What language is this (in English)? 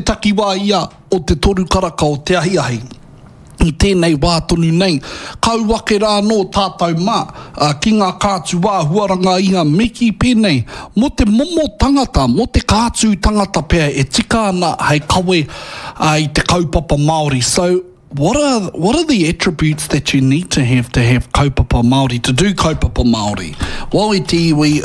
Māori